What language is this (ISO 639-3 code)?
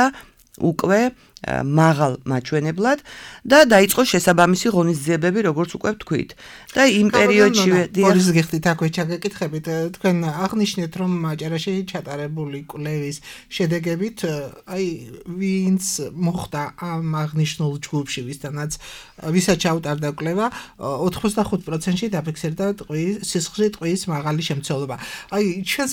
kat